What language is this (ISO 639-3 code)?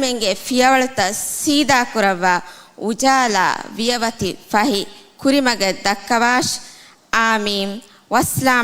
div